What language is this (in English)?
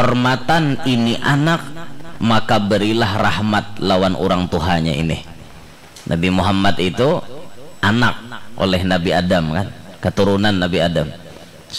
Banjar